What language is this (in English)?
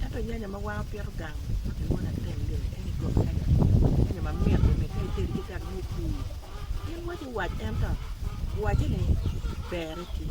Acoli